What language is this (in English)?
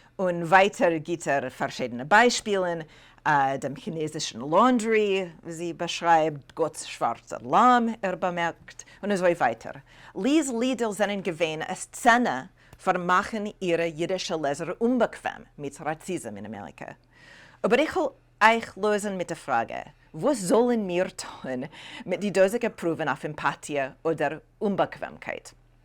Yiddish